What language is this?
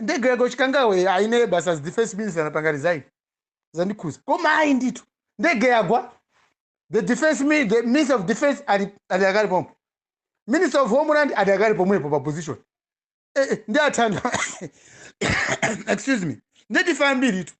Nyanja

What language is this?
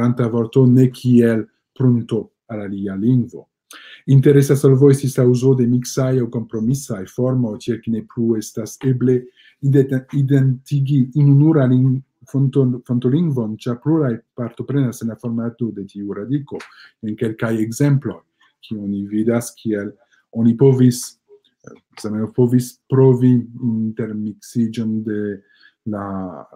Esperanto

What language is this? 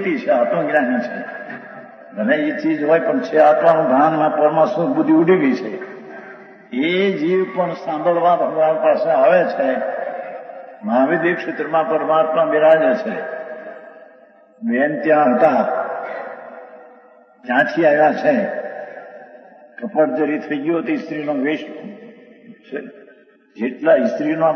Gujarati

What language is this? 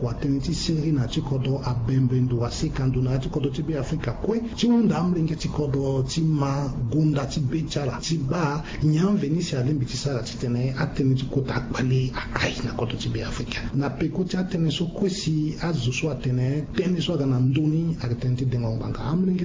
Sango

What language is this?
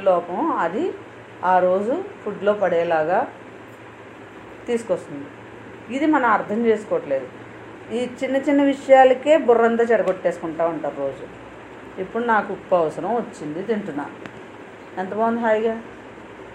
Telugu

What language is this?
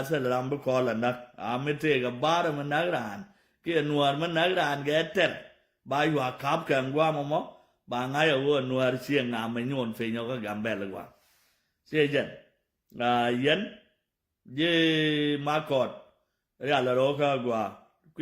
Nuer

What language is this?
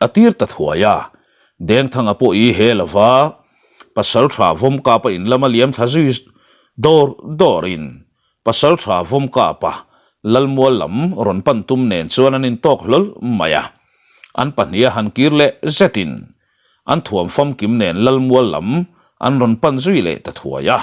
Mizo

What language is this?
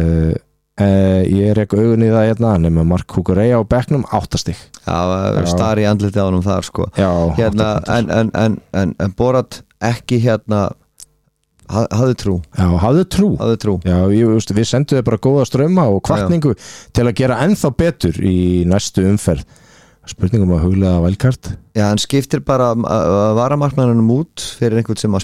Icelandic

